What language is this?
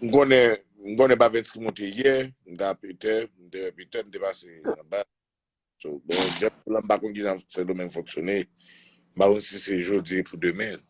Haitian Creole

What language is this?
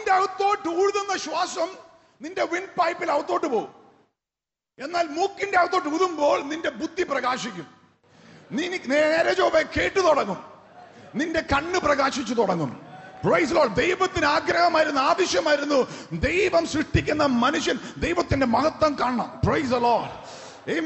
Malayalam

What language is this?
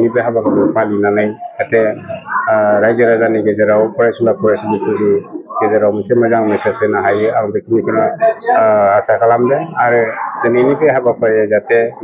Bodo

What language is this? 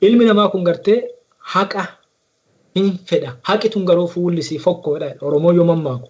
Oromo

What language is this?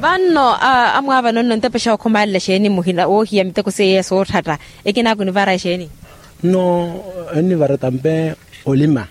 Makhuwa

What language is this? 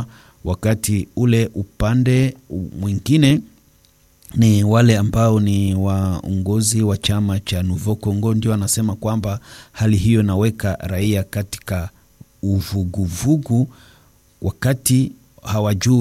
Swahili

